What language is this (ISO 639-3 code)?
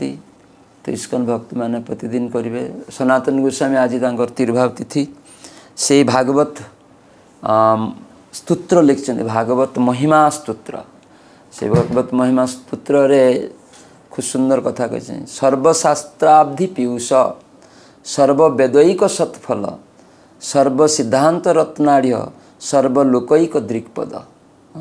ori